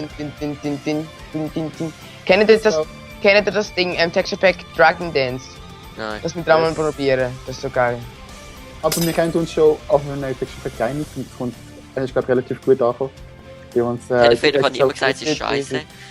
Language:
Swiss German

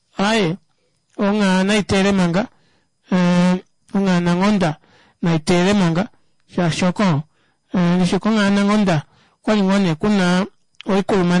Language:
Kuanyama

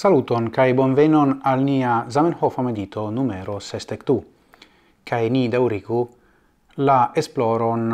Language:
Esperanto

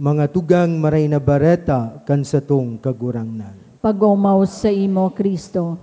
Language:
Bikol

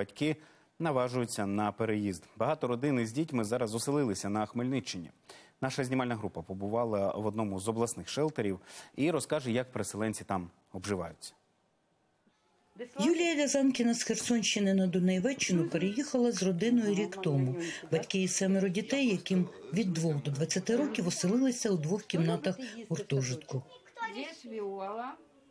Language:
Ukrainian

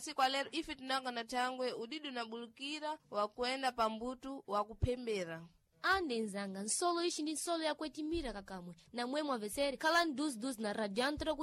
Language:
Sena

